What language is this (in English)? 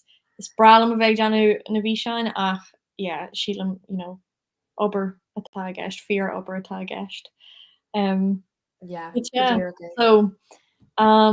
Irish